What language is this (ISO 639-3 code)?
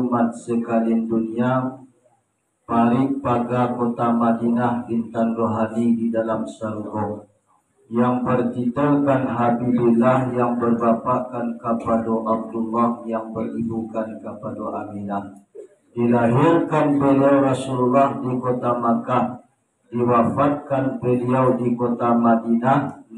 min